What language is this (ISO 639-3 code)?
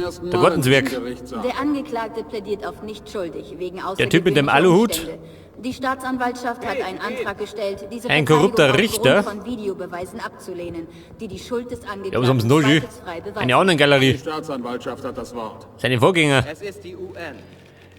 bar